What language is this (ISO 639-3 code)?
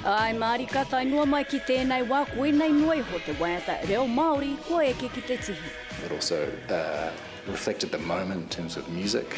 mri